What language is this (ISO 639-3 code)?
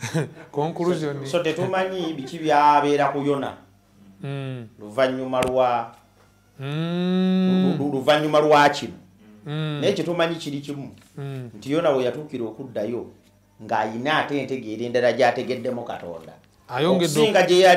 lug